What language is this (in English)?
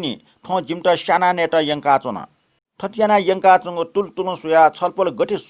Newari